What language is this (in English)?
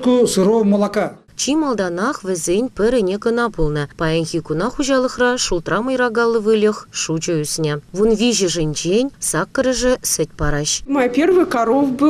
Chuvash